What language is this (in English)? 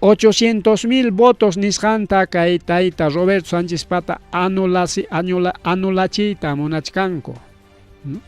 Ayacucho Quechua